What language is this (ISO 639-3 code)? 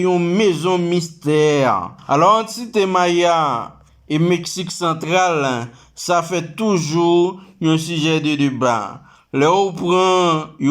hat